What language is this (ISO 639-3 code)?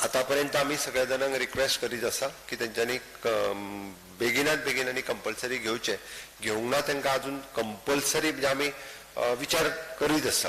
kok